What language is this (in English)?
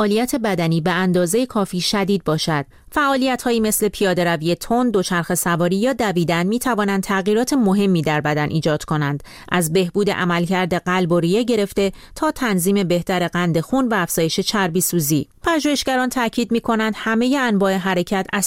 Persian